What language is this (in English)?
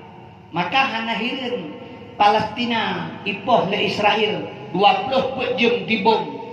Achinese